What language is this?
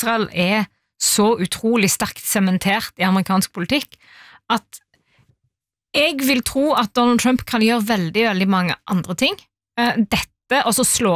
Norwegian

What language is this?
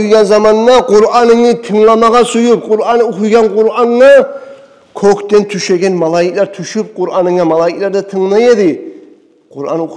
Kumyk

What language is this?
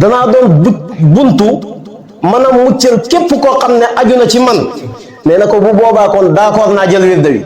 Wolof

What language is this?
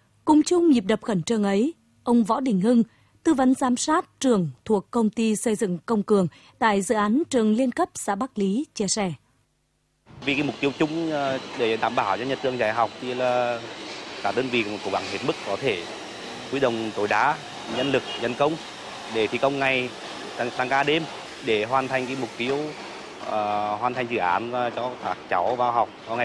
Vietnamese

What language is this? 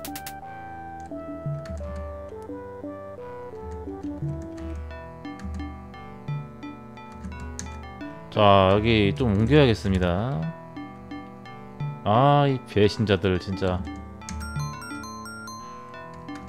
Korean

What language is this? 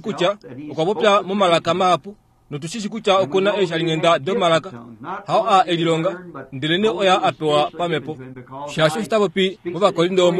Kuanyama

